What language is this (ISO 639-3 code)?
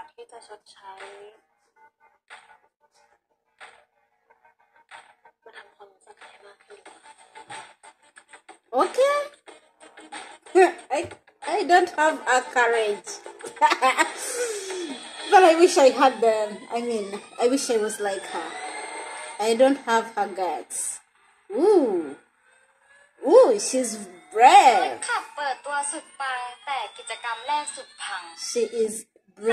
tha